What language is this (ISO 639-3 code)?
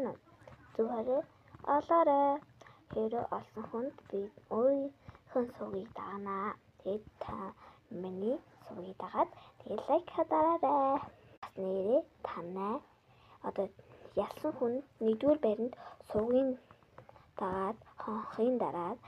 mon